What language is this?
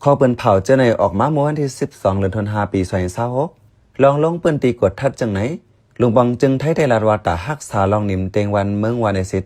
Shan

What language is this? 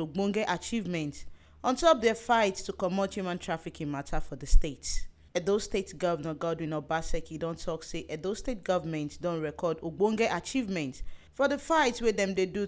Nigerian Pidgin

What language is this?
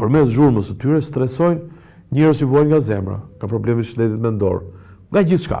Albanian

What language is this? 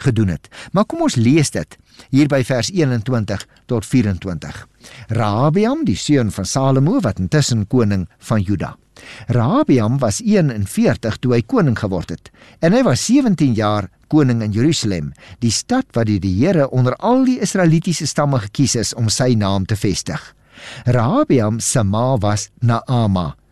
Afrikaans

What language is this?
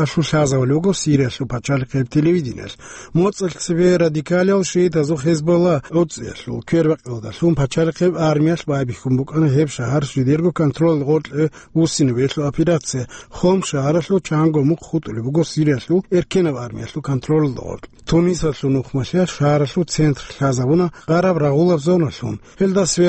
Avaric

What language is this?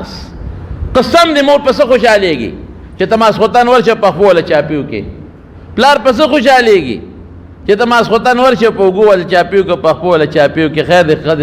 Pashto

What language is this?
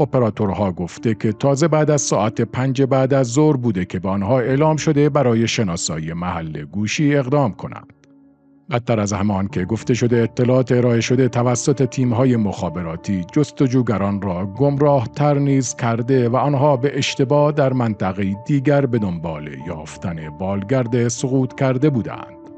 Persian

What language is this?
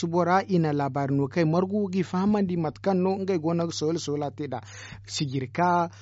Zarma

